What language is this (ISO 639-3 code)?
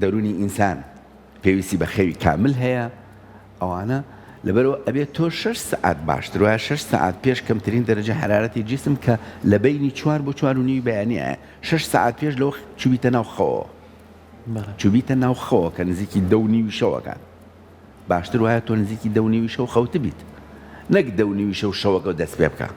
ckb